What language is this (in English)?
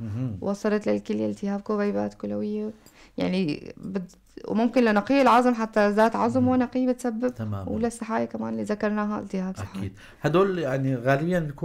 North Levantine Arabic